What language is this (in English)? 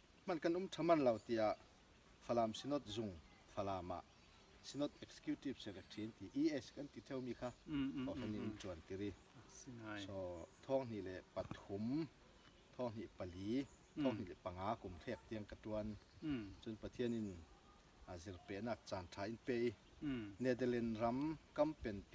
Falam Chin